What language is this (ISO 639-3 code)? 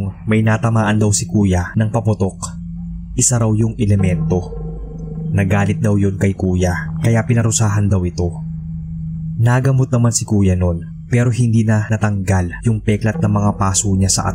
fil